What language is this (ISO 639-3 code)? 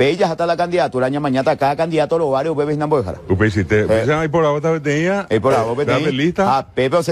grn